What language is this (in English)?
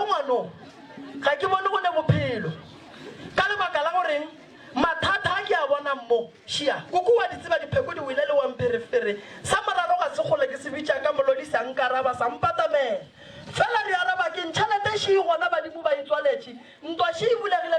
Northern Sotho